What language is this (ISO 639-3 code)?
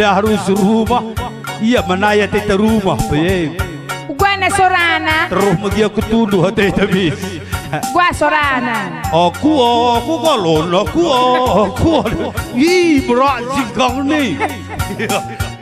btx